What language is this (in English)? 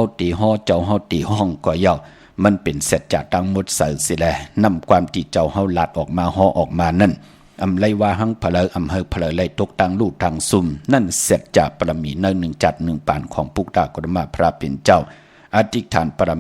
Shan